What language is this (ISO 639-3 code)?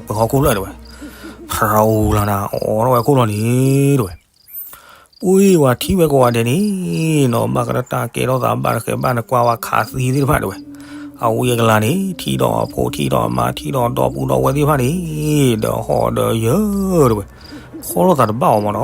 ksw